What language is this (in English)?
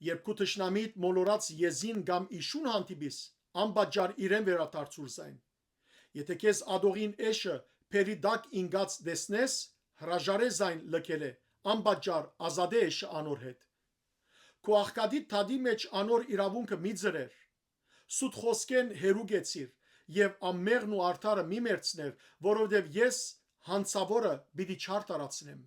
Western Armenian